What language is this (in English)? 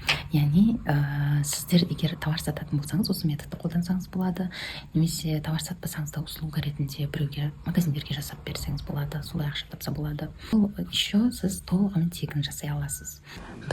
Kazakh